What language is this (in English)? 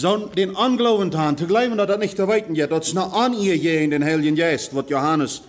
Plautdietsch